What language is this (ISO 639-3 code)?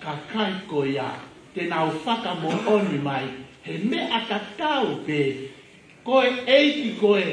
ton